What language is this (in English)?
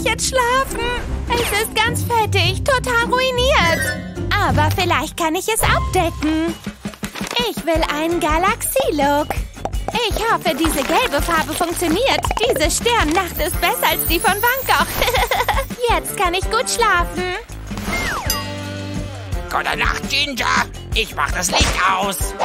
German